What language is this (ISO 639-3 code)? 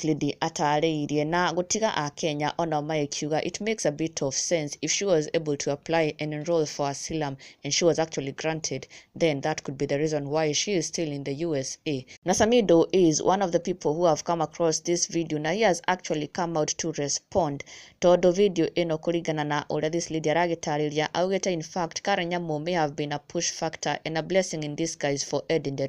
kik